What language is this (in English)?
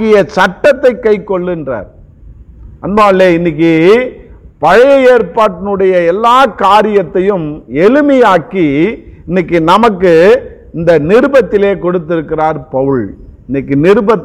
Tamil